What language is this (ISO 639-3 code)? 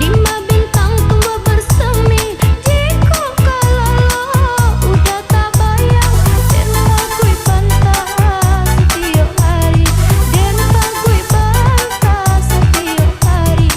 min